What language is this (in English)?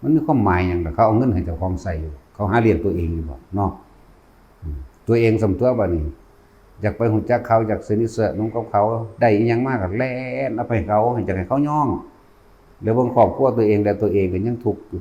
Northeastern Thai